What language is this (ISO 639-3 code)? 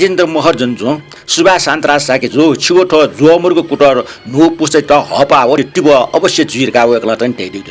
new